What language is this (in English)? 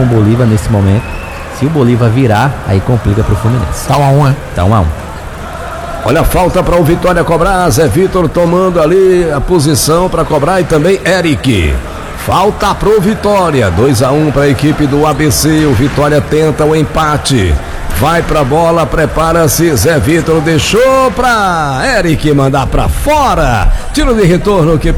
Portuguese